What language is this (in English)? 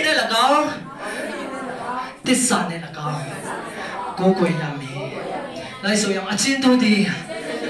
Burmese